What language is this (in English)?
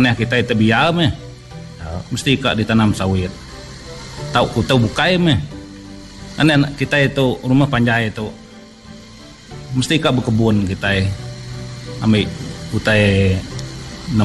Iban